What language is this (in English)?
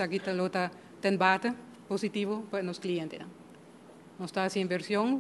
Papiamento